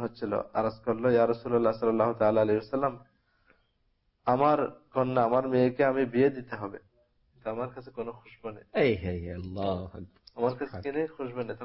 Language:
Bangla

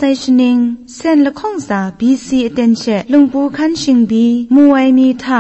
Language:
Kachin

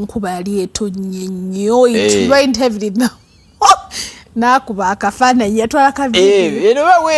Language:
Ganda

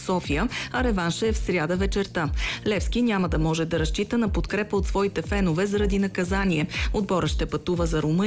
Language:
Bulgarian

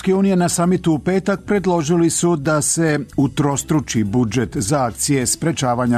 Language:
Serbian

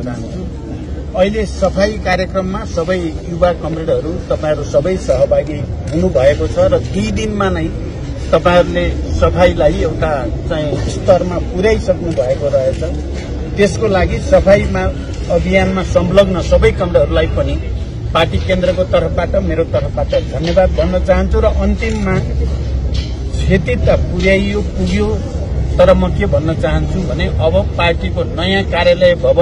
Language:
Nepali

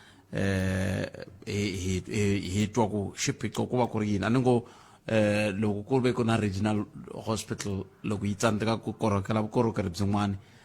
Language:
Tsonga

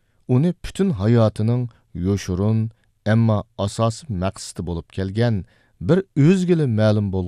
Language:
Uyghur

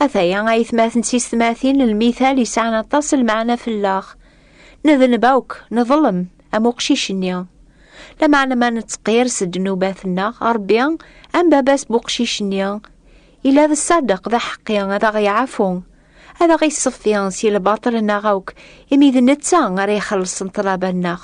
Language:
Kabyle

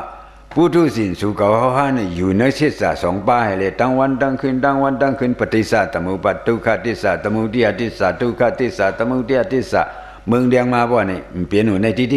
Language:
Shan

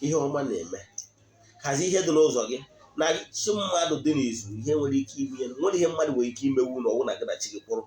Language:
Igbo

